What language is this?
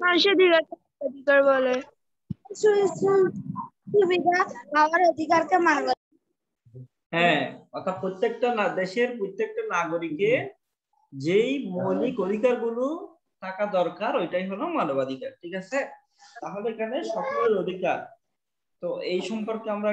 Bangla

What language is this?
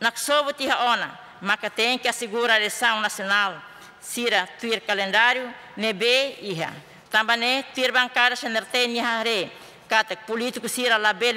Tetum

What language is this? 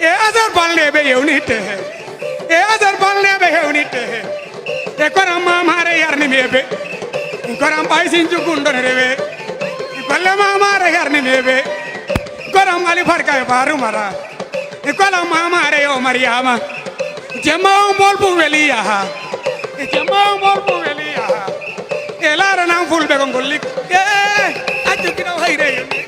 Fula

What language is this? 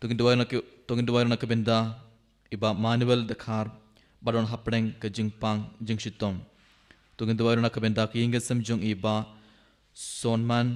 Khasi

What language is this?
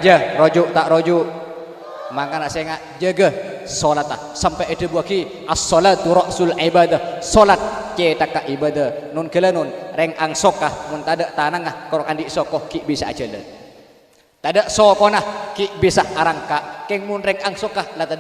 Madurese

